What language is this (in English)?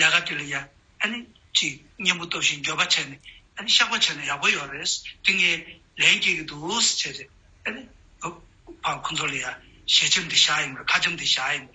Tibetan